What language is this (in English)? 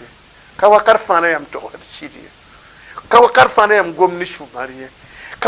Mossi